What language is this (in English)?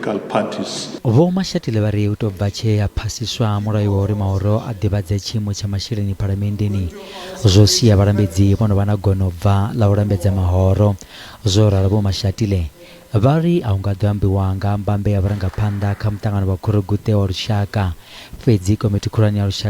Venda